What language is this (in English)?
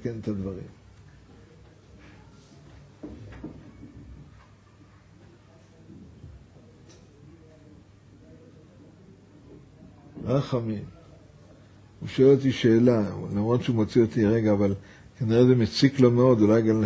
Hebrew